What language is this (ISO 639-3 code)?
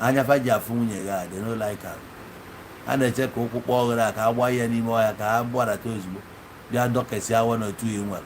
ibo